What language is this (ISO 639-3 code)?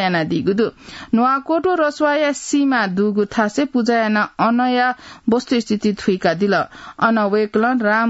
new